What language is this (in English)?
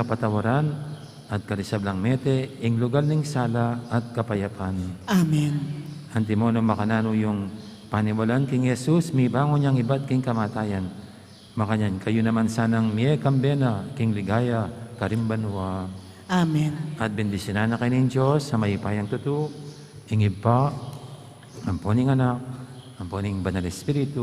Pampanga